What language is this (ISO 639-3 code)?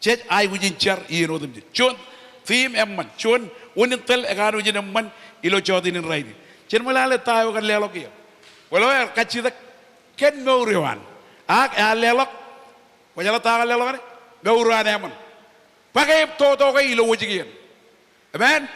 mah